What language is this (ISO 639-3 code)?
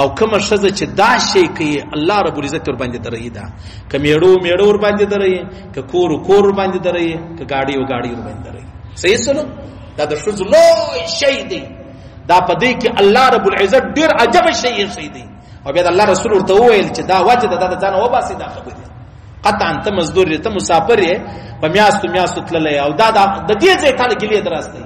pus